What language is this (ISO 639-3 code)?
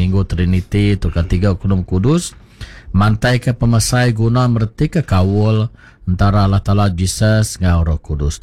iba